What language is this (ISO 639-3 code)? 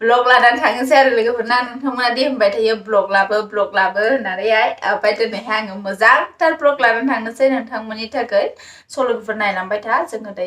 brx